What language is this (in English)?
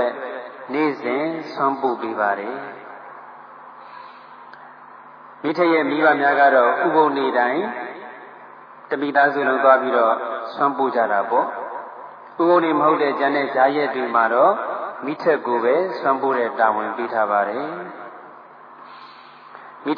Burmese